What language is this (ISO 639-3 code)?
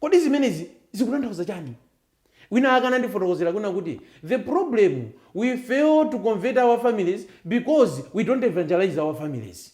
nya